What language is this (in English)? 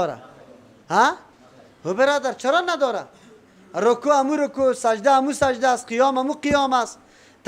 Persian